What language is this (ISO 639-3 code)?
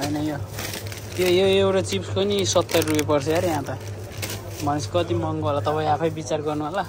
nep